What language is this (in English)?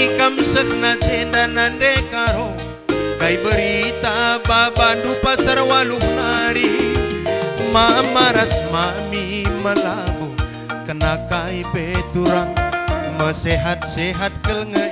Batak Karo